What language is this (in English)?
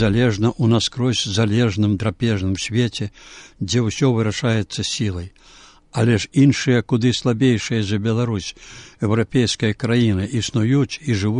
Belarusian